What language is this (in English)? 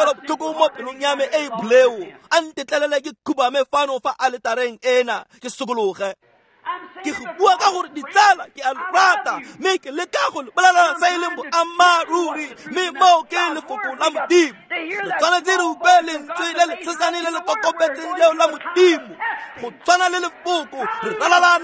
Tswana